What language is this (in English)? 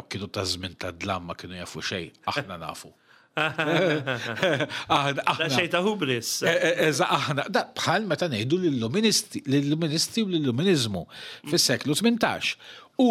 Maltese